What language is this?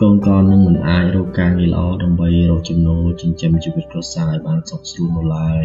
Khmer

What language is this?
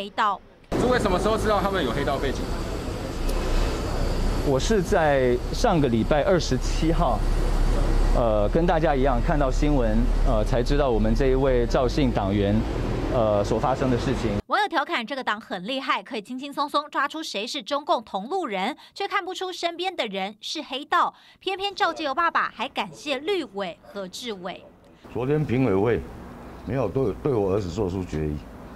Chinese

